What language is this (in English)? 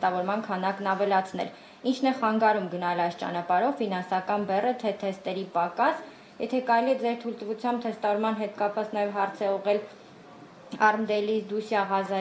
Armenian